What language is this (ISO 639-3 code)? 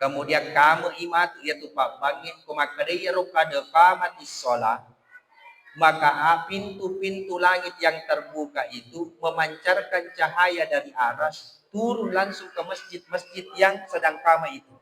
bug